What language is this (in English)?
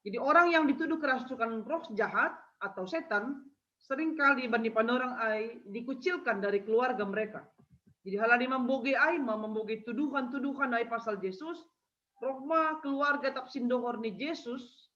Batak Simalungun